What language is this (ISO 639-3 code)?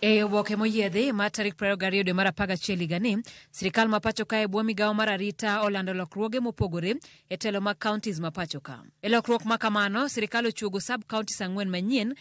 luo